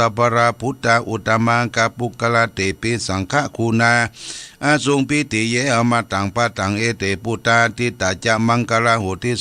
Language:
Pali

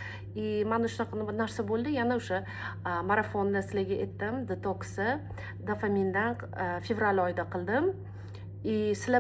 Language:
Uzbek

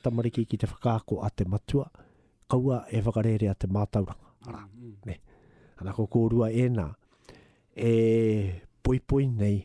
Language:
Māori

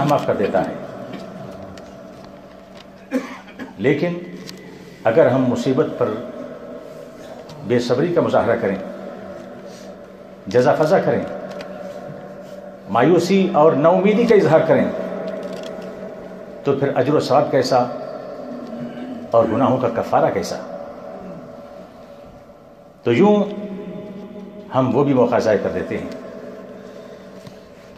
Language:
Urdu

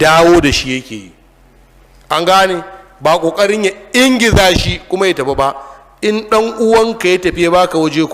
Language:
Hausa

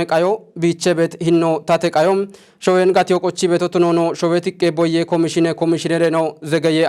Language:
Kafa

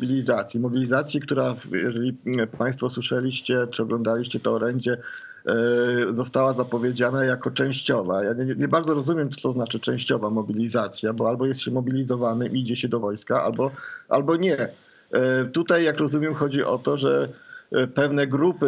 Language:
Polish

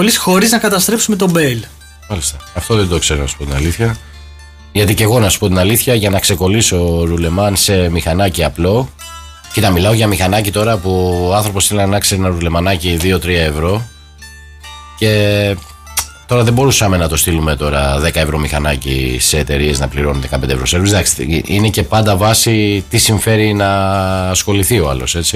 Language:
Greek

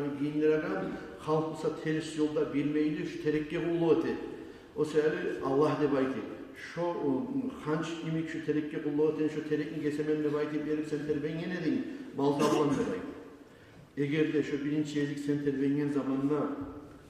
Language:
Kumyk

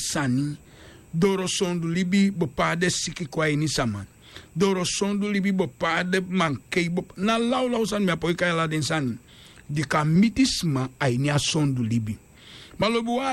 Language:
Sranan Tongo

